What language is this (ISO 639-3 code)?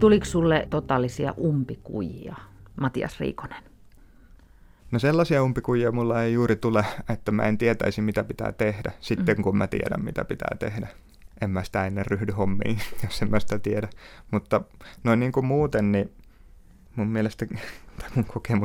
fin